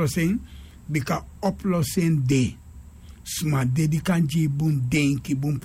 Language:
Sranan Tongo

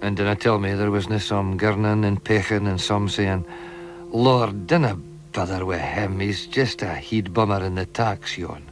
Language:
Scots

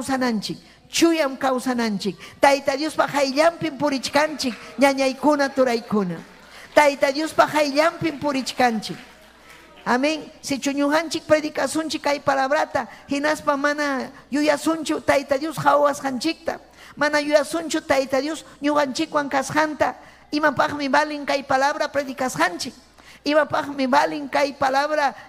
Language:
Ayacucho Quechua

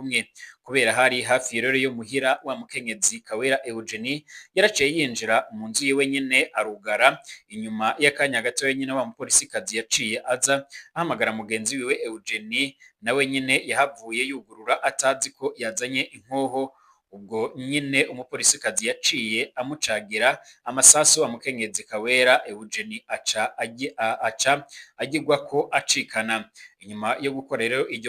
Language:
Rundi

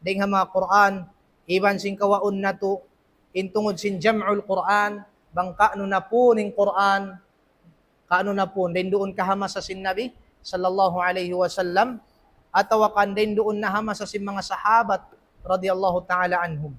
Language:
Tausug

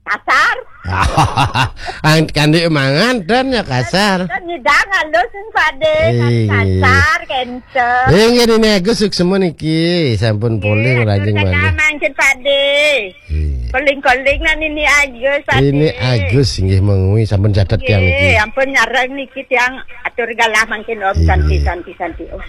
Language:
Balinese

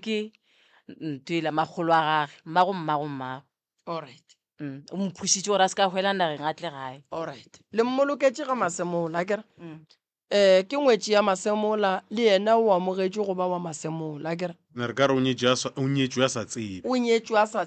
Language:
Northern Sotho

